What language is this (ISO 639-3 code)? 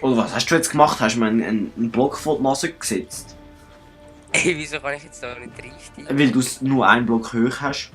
gsw